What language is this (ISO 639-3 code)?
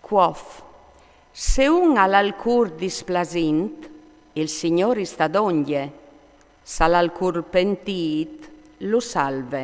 fur